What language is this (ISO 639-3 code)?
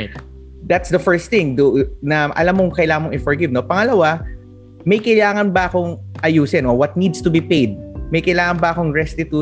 fil